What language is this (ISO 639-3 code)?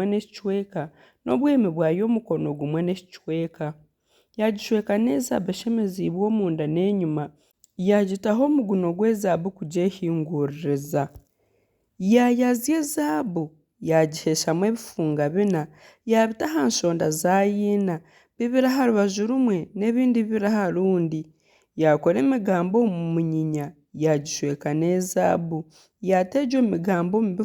nyn